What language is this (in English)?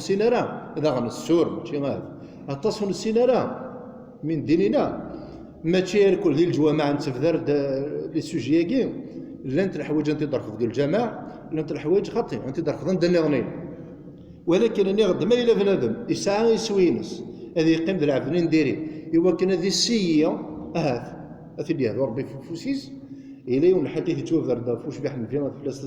Kabyle